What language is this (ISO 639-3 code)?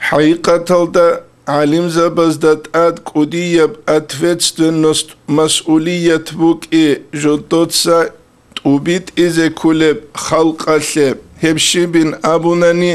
ava